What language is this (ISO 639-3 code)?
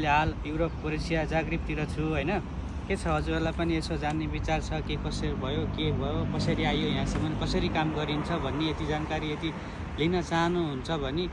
nep